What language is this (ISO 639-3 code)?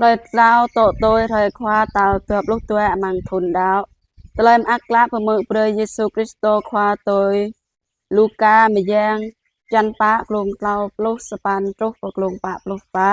jra